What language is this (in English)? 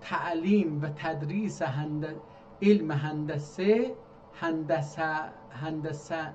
South Azerbaijani